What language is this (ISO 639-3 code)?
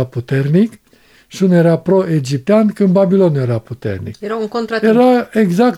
ron